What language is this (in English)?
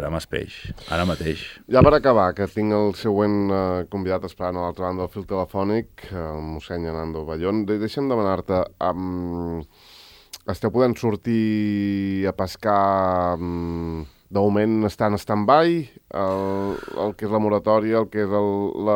Catalan